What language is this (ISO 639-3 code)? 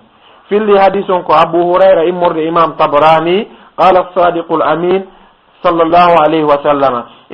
ful